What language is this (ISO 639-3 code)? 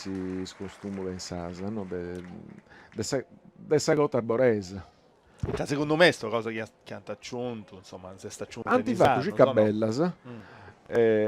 srd